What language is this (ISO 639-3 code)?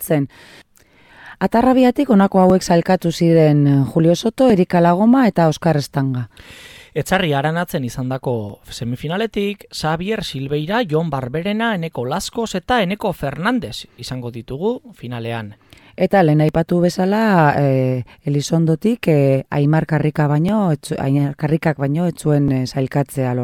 eus